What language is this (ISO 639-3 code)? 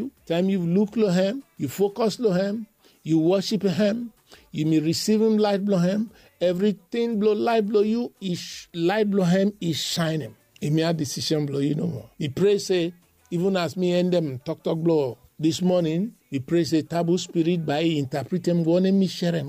bis